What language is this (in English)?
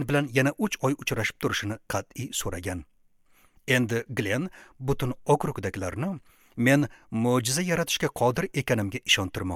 Uzbek